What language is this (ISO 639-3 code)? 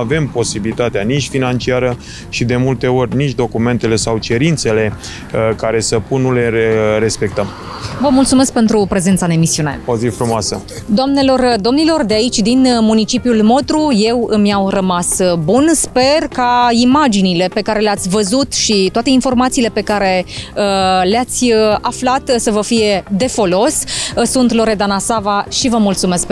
ron